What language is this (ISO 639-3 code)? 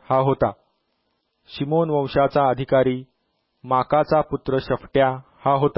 mar